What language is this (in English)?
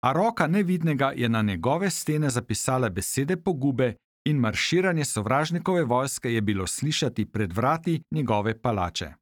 Slovenian